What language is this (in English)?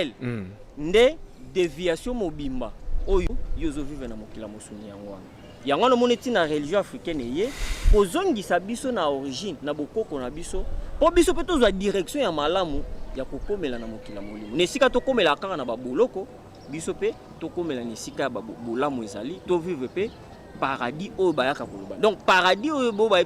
Lingala